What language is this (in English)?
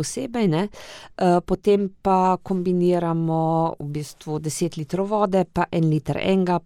Slovenian